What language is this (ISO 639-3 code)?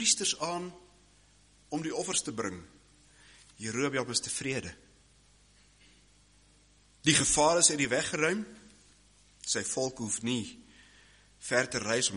afr